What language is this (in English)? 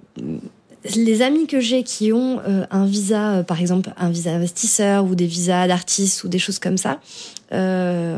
French